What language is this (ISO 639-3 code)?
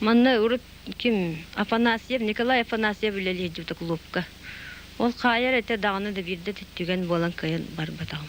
sah